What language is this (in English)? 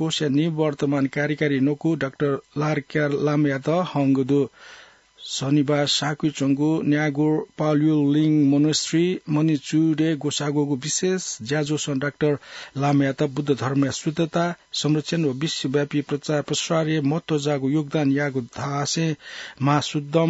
Newari